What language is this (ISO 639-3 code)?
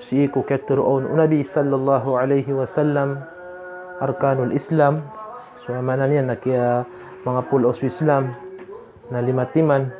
mrw